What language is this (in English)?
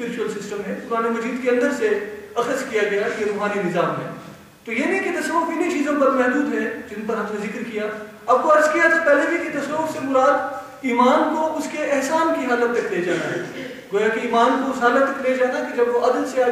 Urdu